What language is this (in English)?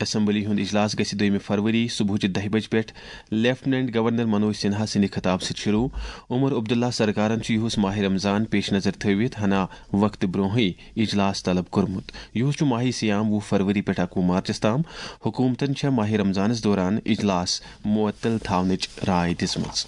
Kashmiri